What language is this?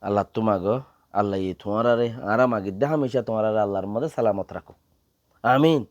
Rohingya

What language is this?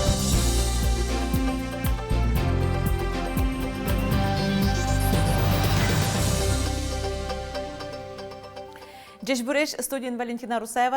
Udmurt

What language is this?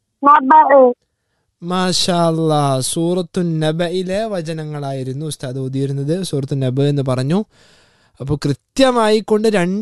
Malayalam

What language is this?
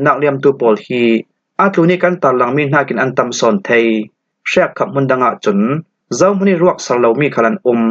Falam Chin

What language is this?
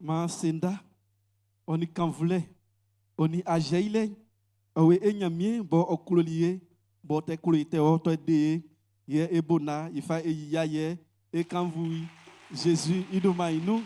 Baoulé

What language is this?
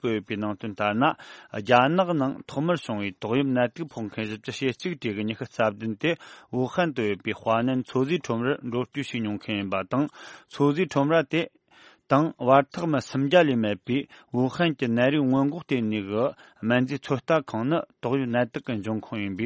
Tibetan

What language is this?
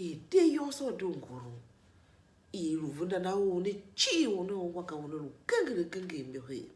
Tiv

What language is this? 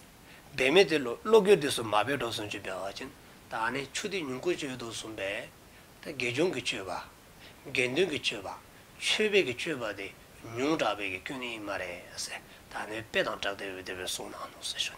Dzongkha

